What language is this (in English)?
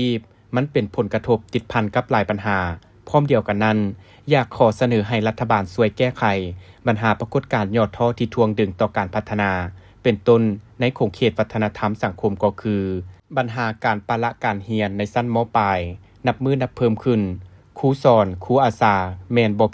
Lao